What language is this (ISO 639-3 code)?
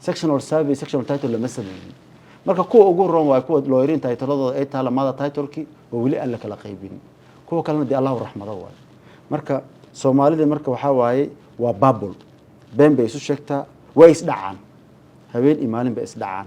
som